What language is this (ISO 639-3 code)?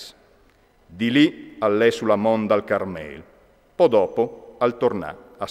fur